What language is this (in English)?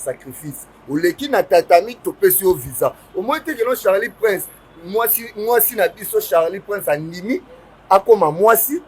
Lingala